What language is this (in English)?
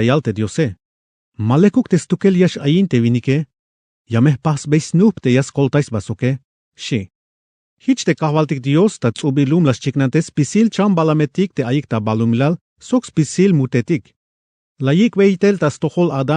Tzeltal